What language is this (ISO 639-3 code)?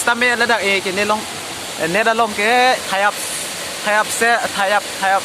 mjw